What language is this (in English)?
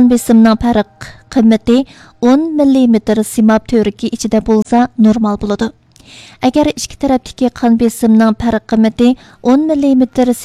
Uyghur